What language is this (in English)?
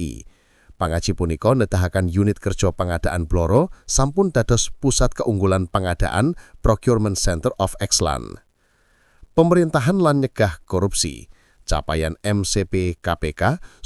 Javanese